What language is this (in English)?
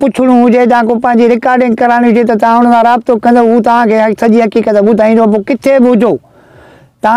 Sindhi